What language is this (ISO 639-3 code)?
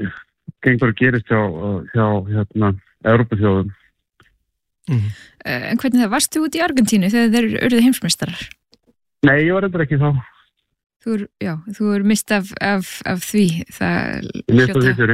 isl